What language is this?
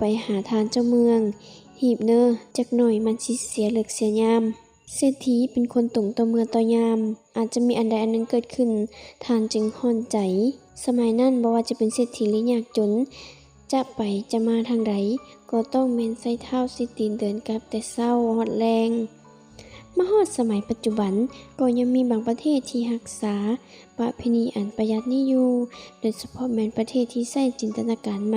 Lao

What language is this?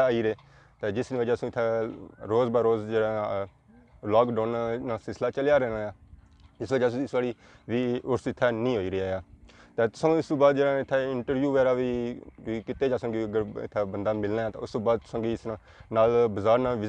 Pahari-Potwari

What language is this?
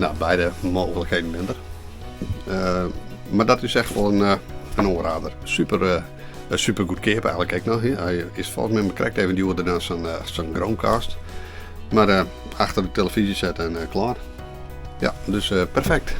Western Frisian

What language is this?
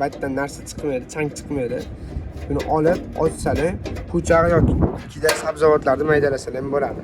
Uzbek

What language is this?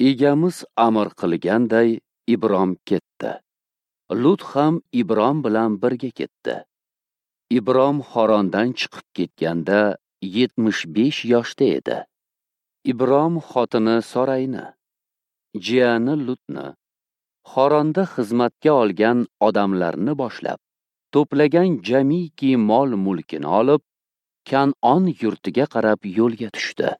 Uzbek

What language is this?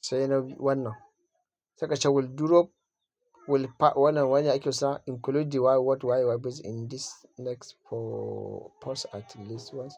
Hausa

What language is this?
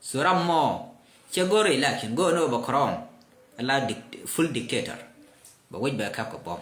Nuer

